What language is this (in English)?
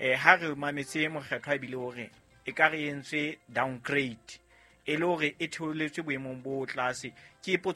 Southern Sotho